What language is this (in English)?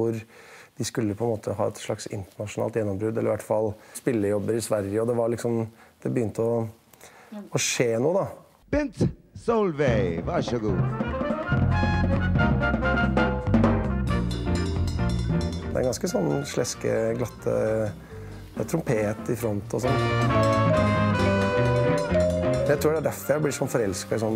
Norwegian